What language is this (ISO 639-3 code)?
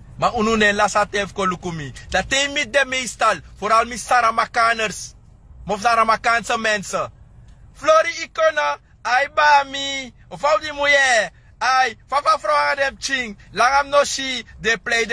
srn